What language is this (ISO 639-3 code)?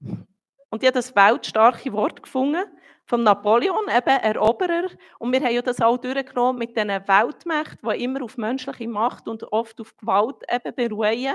gsw